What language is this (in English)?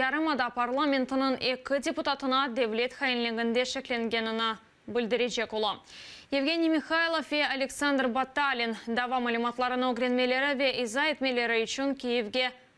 Crimean Tatar